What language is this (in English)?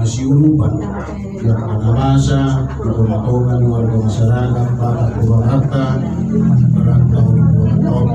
Batak Toba